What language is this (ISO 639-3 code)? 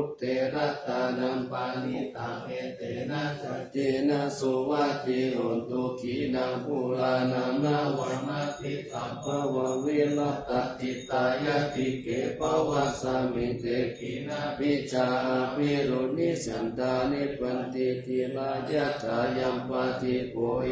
pli